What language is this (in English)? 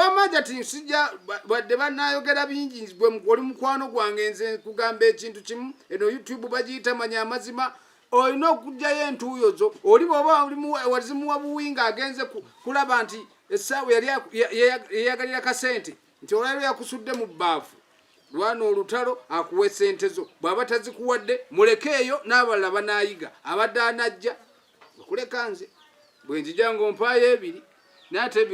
Ganda